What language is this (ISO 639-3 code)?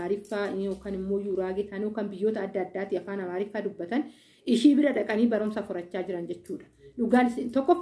orm